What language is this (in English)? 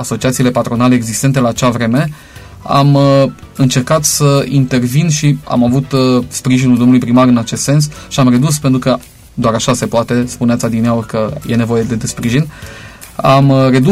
Romanian